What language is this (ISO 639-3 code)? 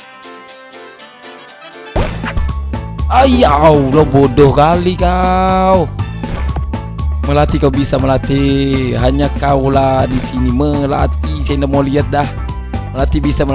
ind